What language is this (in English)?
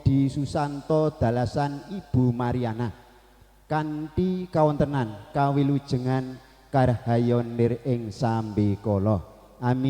Javanese